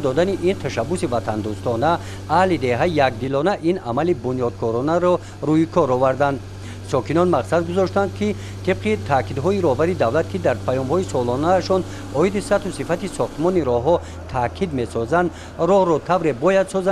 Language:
Tajik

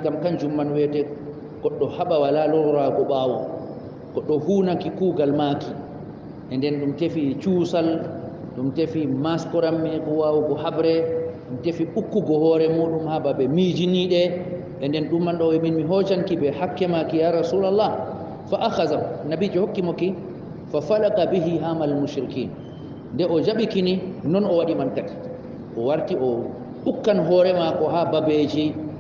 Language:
Fula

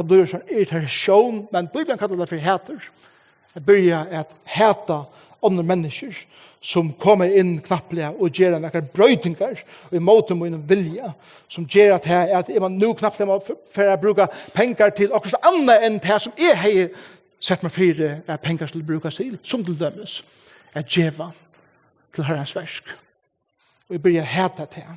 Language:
Faroese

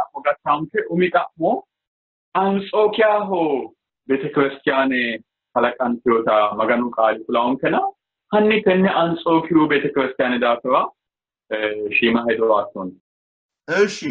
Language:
Sidamo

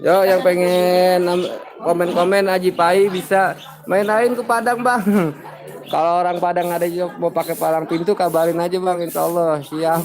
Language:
Betawi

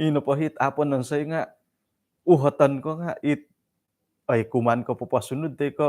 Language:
Central Dusun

